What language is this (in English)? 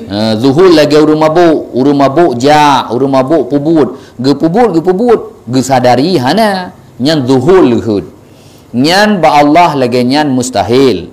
Achinese